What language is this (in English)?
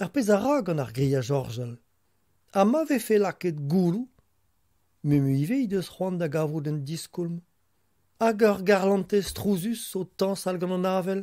Breton